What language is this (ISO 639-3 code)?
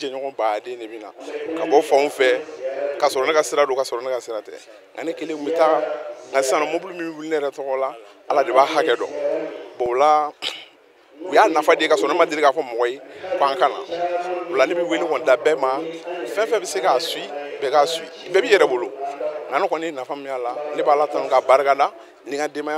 bam